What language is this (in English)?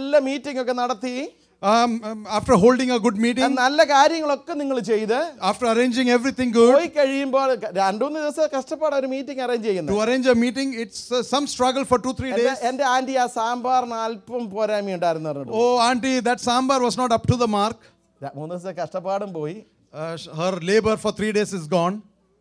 Malayalam